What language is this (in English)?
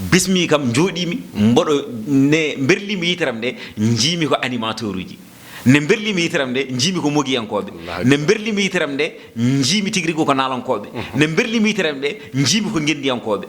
Fula